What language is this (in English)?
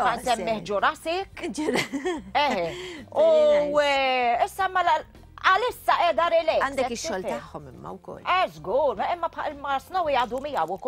Maltese